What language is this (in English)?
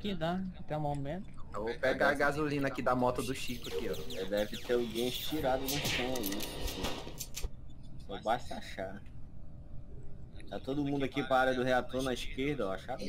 Portuguese